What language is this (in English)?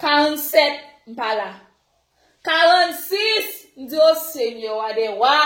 Haitian Creole